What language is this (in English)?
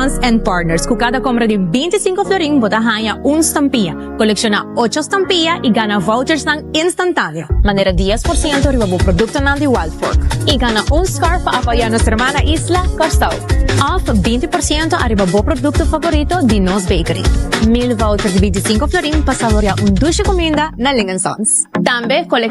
Papiamento